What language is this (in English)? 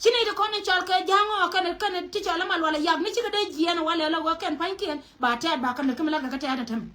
Nuer